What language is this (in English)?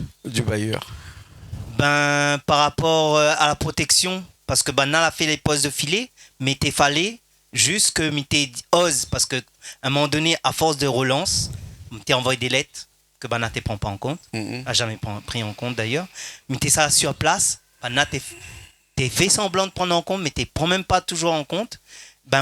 Réunion Creole French